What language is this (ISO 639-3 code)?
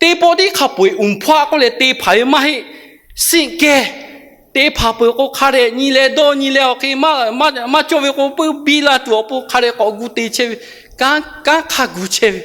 lhu